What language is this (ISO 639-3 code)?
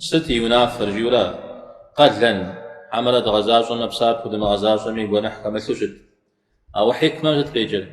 kbd